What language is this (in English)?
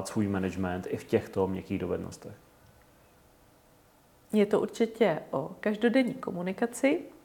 Czech